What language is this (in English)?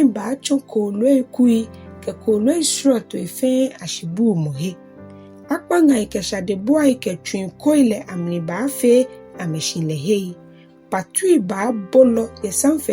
Ga